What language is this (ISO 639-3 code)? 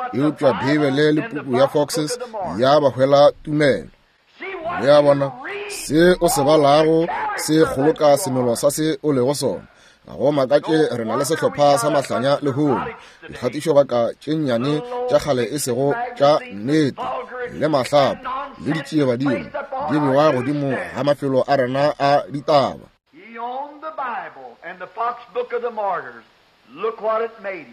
nso